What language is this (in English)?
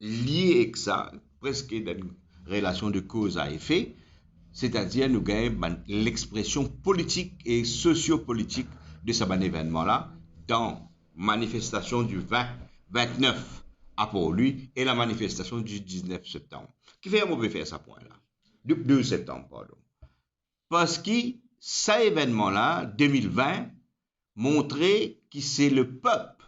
Morisyen